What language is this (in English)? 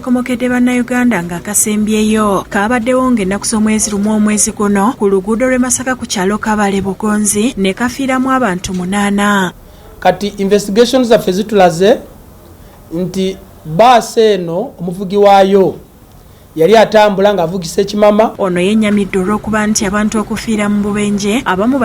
Ganda